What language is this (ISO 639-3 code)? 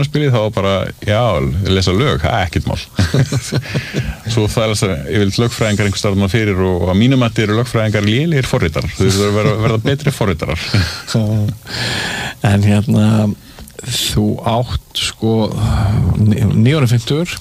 isl